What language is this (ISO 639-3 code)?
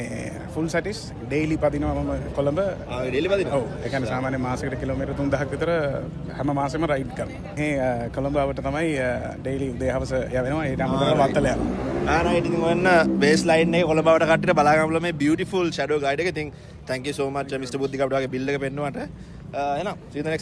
sin